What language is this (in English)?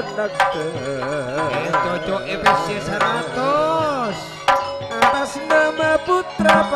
Madurese